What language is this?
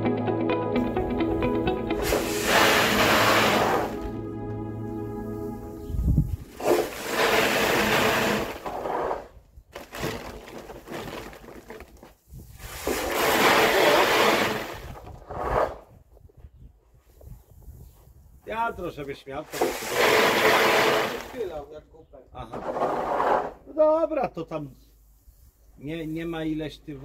Polish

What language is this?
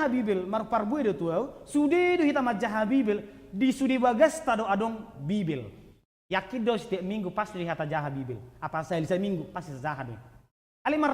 Batak Toba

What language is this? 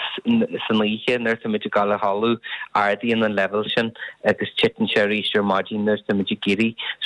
Irish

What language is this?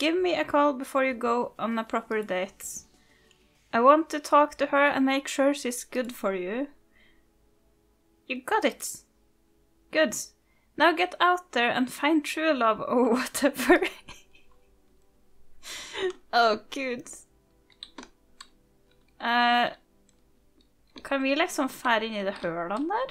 Norwegian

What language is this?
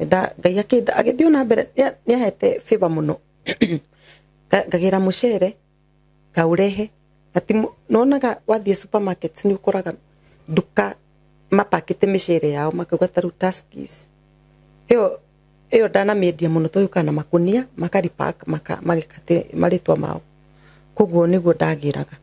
Kikuyu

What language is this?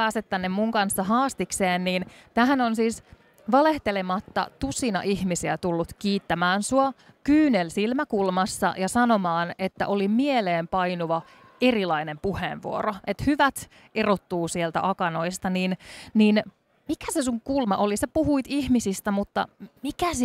Finnish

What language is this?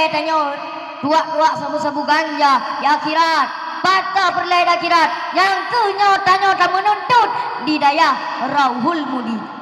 Achinese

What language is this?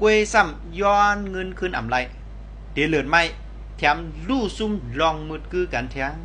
Shan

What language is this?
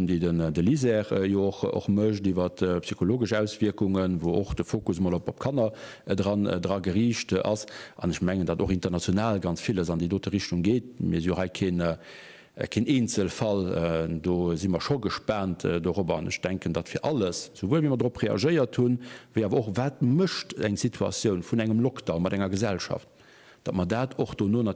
Luxembourgish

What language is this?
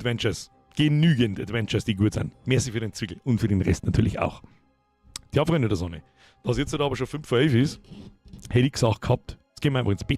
Bavarian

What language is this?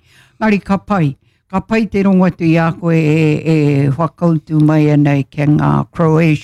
Māori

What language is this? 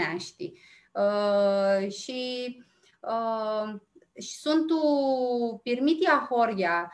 Aromanian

